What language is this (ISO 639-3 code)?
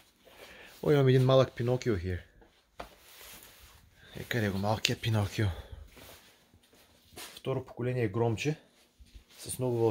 bul